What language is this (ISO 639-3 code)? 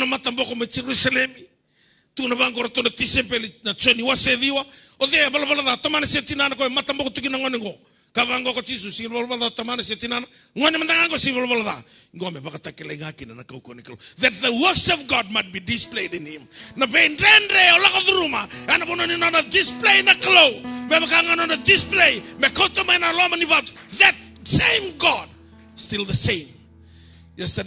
fij